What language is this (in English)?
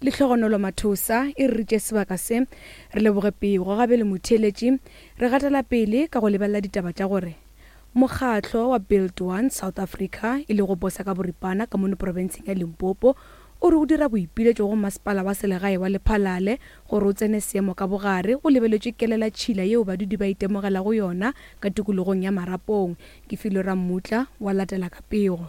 Northern Sotho